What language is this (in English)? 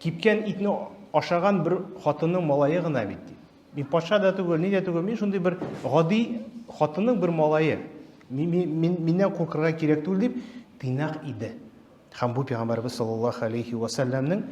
Tatar